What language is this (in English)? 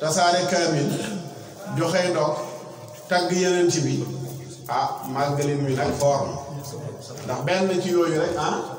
Wolof